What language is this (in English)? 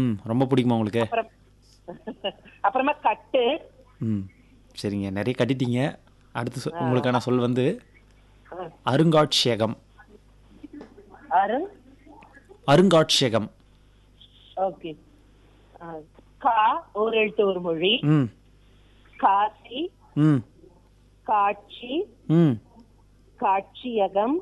Tamil